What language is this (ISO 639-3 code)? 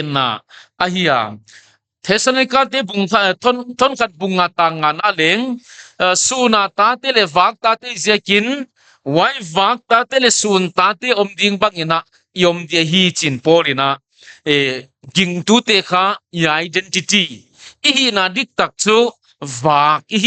pck